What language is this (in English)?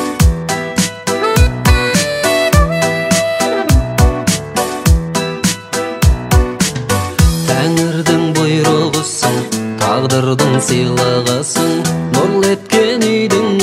Kazakh